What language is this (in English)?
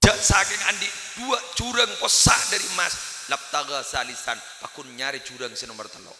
Madurese